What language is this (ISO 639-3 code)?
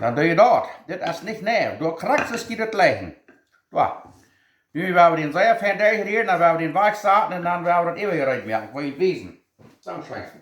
pdt